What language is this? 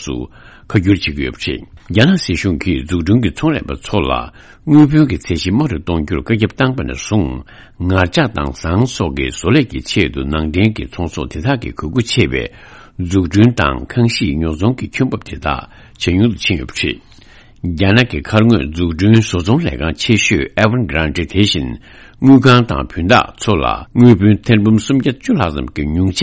Tibetan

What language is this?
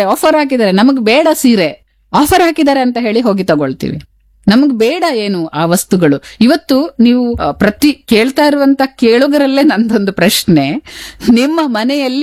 Kannada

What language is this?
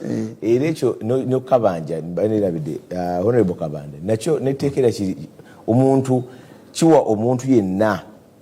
Ganda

